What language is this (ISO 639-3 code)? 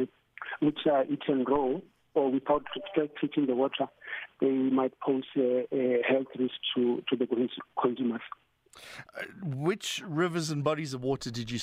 eng